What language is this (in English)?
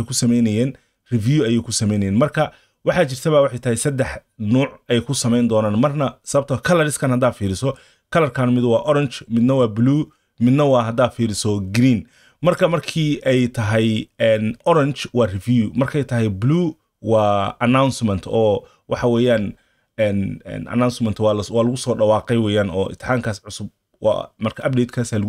Somali